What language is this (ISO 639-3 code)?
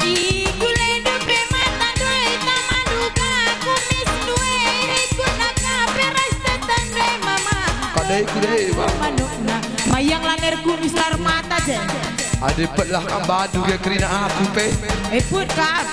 btx